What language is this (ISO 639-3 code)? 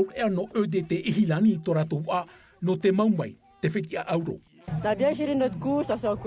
tah